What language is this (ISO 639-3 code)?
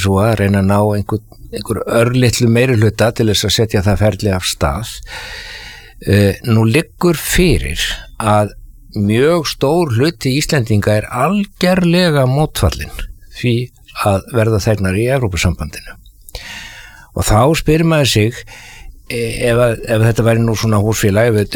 isl